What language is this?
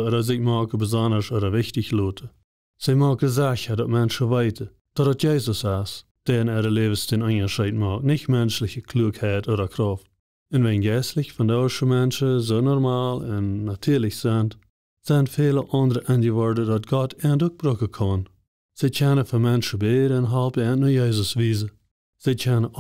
Plautdietsch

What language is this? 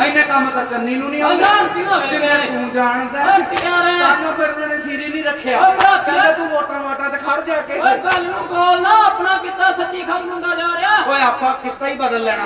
Punjabi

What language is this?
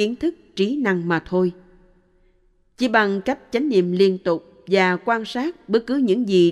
Vietnamese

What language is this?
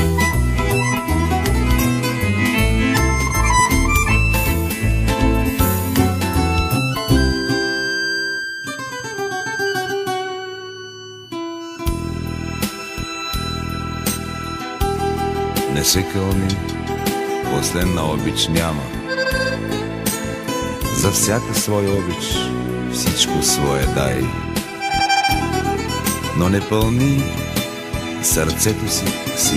Bulgarian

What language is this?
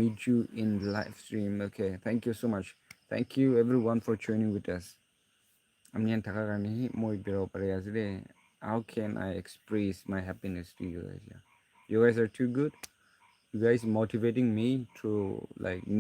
Naga Pidgin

